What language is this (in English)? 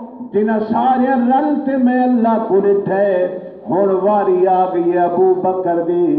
Saraiki